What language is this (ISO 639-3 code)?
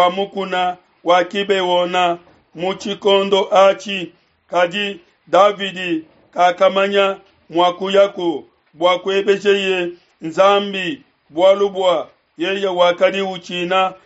lua